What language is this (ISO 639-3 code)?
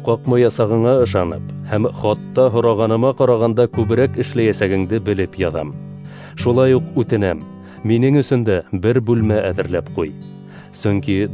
bak